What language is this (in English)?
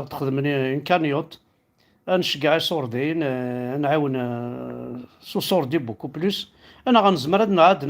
Kabyle